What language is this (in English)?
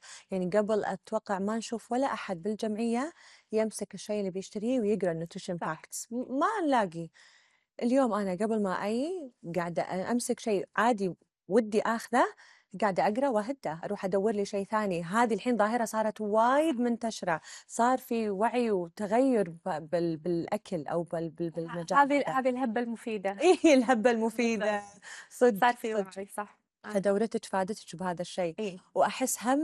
Gulf Arabic